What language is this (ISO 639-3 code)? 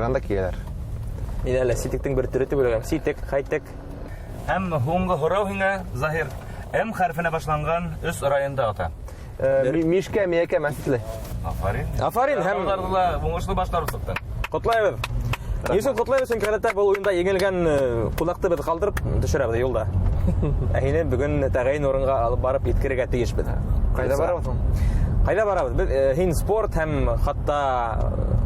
bak